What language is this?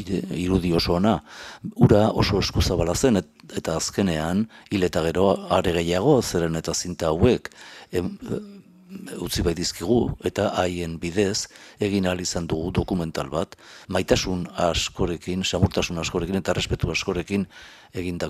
Basque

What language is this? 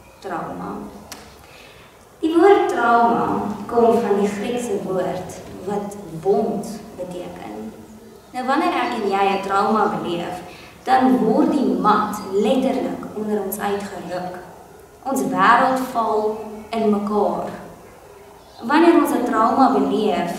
Afrikaans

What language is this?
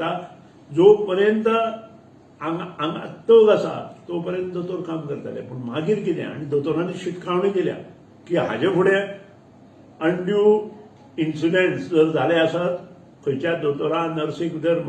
Konkani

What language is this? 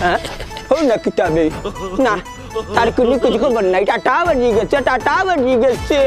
Sylheti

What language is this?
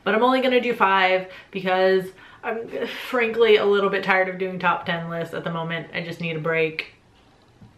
English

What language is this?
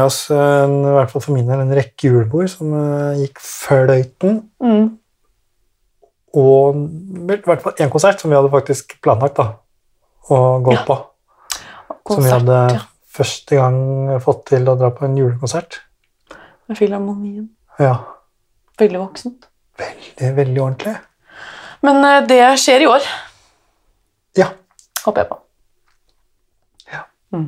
Norwegian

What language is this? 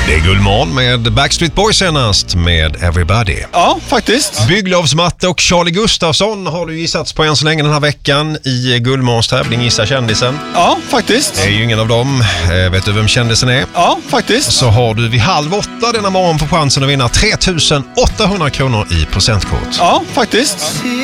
Swedish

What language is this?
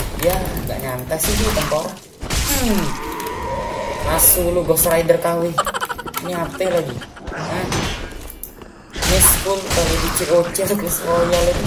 Indonesian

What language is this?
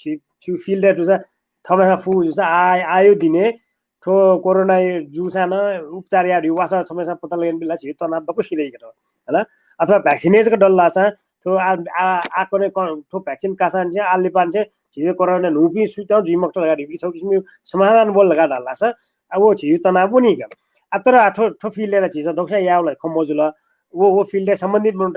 Newari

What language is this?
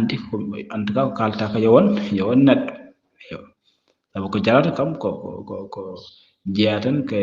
Fula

